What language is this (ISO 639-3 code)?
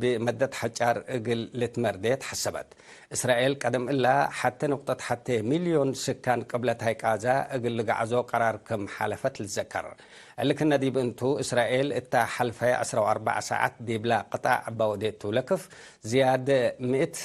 tig